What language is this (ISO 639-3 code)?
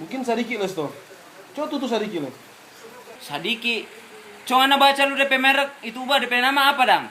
xmm